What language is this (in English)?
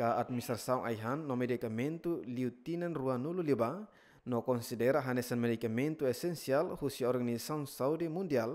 Tetum